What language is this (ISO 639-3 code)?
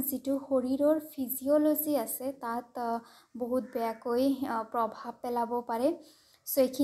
asm